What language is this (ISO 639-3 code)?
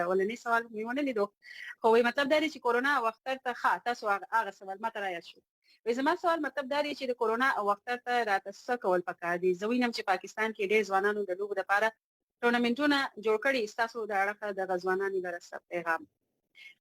pus